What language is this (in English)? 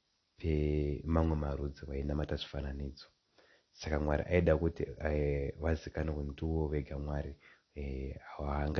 Shona